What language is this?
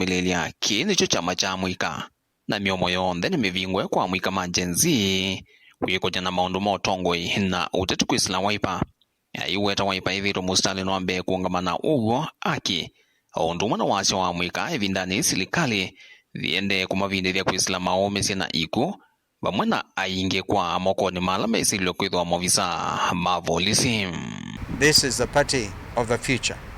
Kamba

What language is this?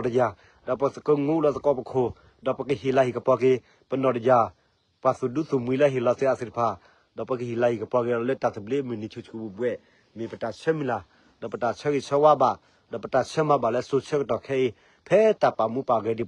S'gaw Karen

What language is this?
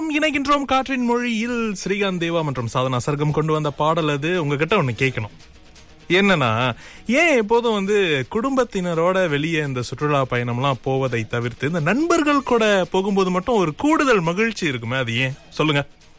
Tamil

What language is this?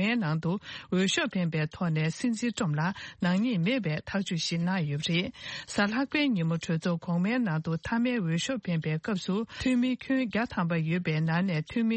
Tibetan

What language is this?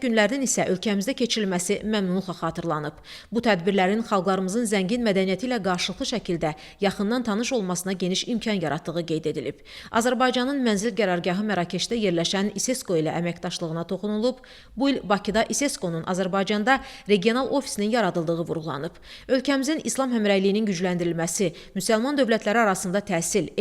Azerbaijani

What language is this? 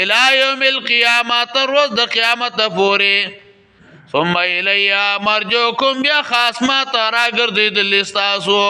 Pashto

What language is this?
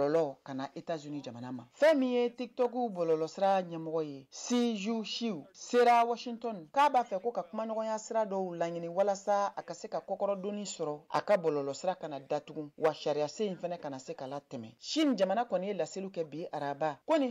Bambara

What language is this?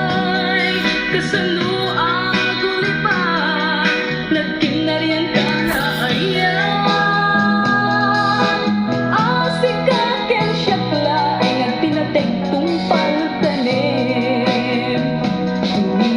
Iloko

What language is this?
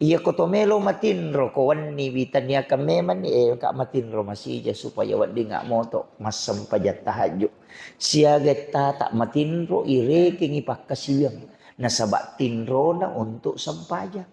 Buginese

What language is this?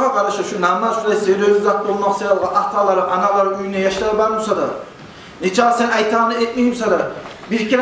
Kumyk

